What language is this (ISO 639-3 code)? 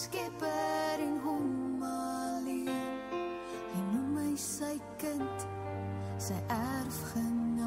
afr